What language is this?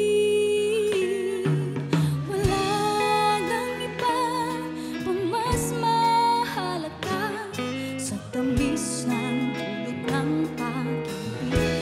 Filipino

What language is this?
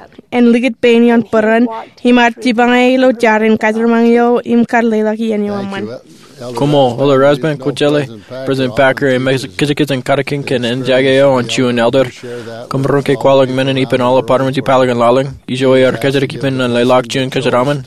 Marshallese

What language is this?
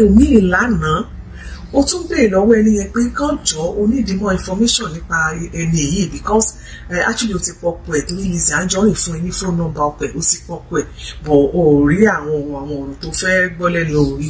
Yoruba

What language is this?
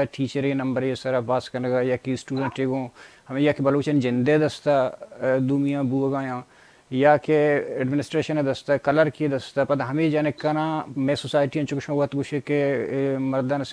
Baluchi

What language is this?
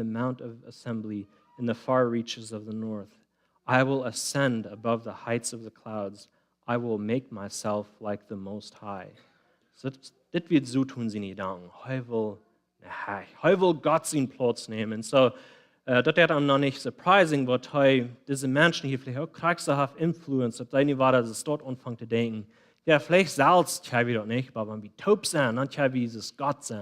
Plautdietsch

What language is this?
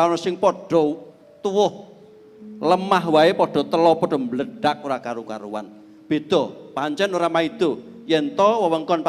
Javanese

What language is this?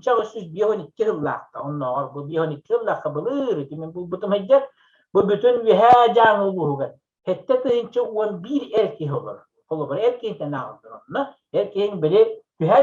Yakut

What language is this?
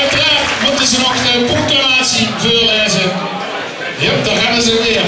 Limburgish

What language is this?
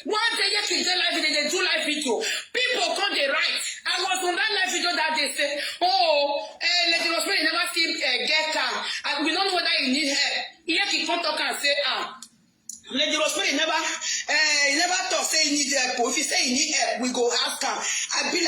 Nigerian Pidgin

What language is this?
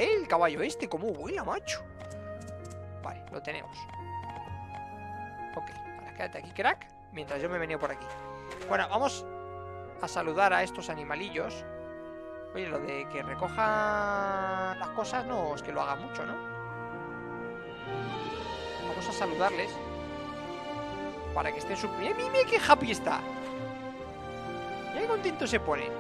Spanish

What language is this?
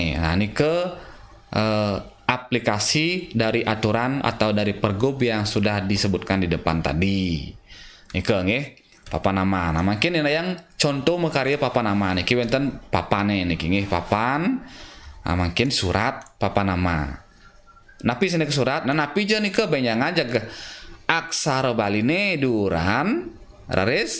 Balinese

